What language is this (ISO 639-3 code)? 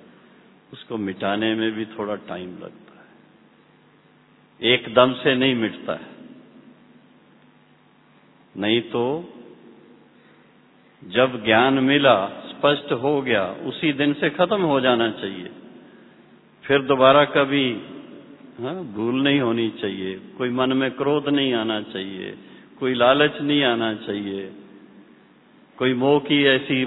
hin